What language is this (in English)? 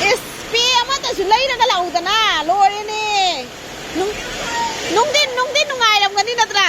Manipuri